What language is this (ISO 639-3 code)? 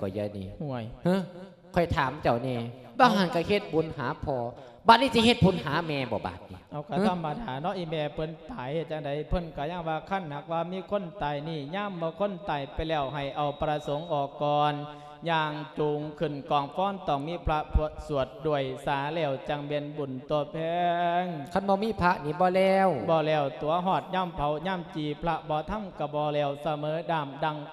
lao